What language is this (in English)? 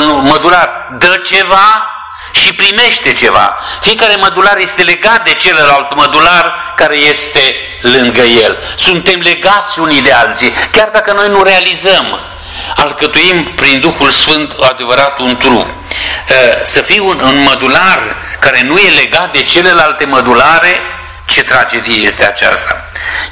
Romanian